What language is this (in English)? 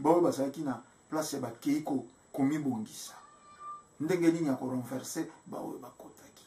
Lingala